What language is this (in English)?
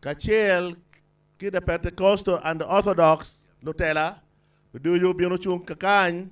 Acoli